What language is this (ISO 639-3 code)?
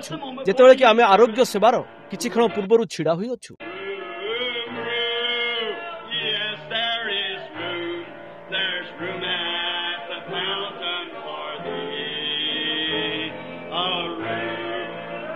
ori